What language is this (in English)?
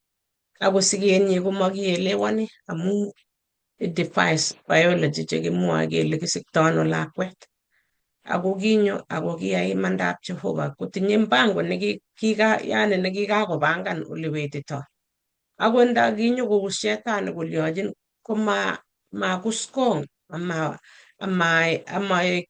Kalenjin